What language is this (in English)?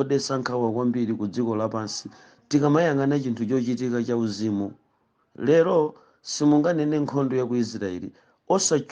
Nyanja